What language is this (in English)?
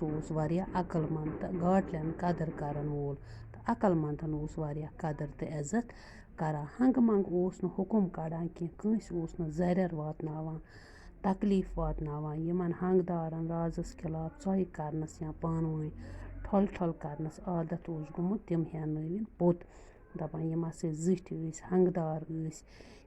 Kashmiri